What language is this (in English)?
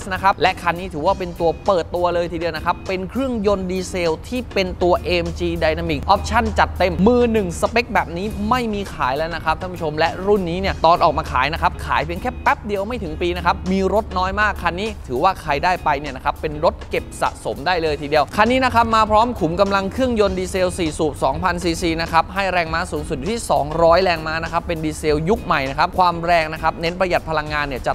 Thai